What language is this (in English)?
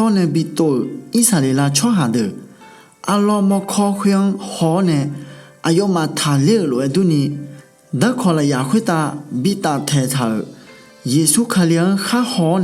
Akha